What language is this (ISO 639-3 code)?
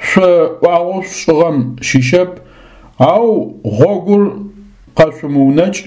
ady